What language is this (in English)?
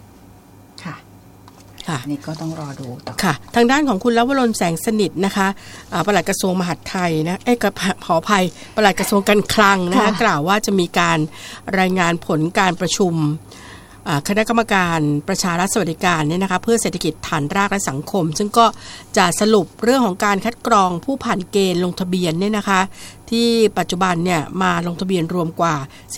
Thai